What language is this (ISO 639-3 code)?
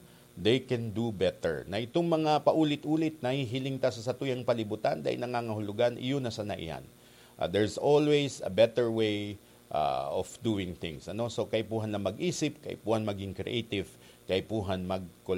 bik